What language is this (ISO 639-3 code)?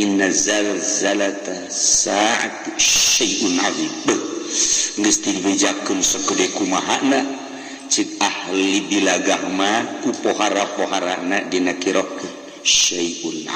sun